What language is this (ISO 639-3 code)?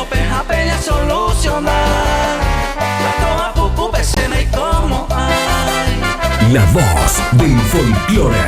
grn